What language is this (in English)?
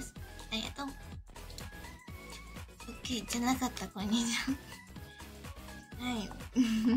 Japanese